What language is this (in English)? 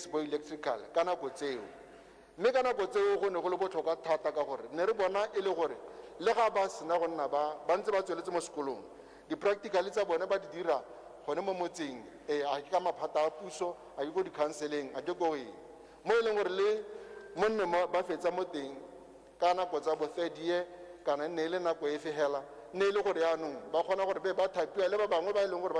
Tswana